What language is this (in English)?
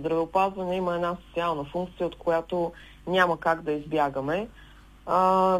Bulgarian